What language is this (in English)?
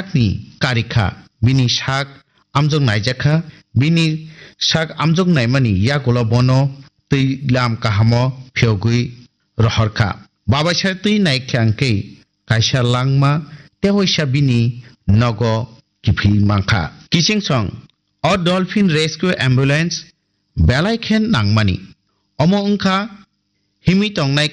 Kok Borok